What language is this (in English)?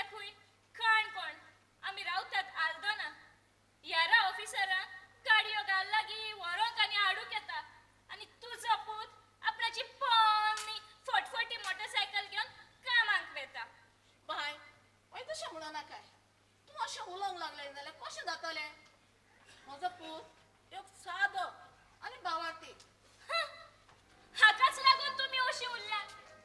Konkani